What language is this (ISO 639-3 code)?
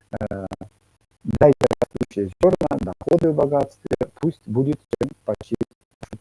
myv